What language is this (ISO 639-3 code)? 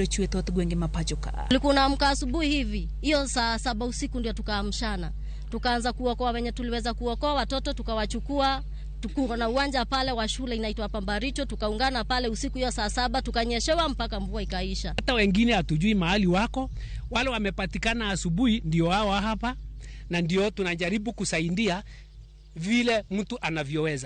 luo